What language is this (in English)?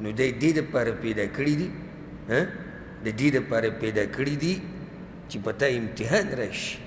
Pashto